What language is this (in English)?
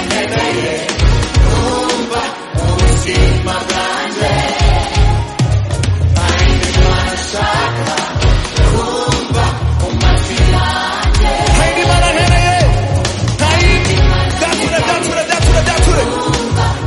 Kinyarwanda